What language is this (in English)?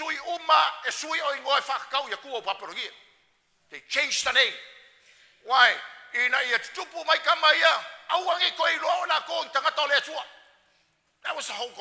Samoan